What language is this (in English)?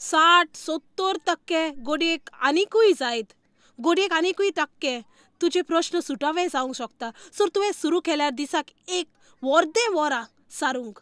Konkani